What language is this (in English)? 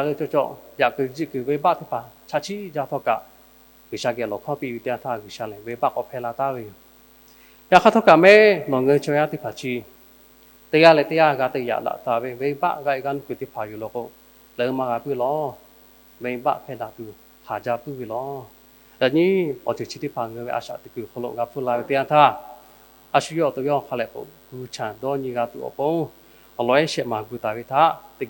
Lahu